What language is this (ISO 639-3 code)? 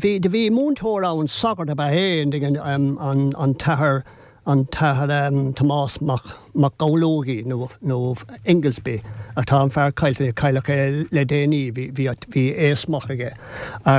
gle